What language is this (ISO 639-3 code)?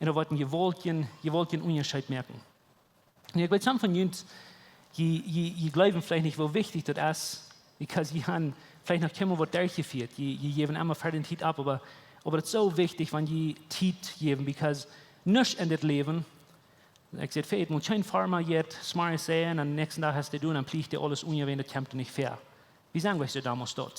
pdt